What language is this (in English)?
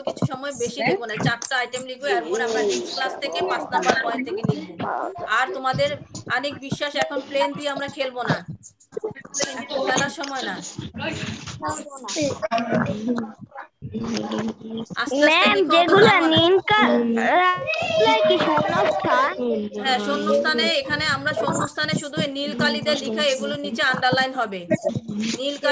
Bangla